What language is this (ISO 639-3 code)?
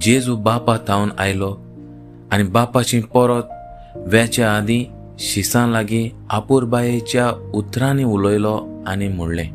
kok